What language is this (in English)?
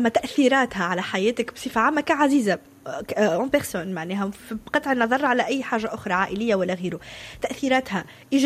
Tunisian Arabic